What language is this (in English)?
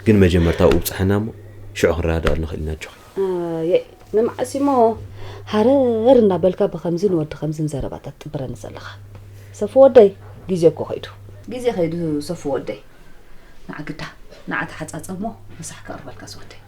Tigrinya